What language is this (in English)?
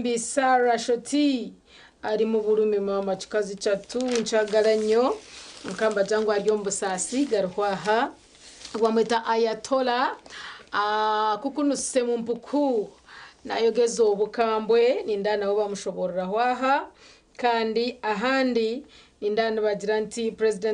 Nyankole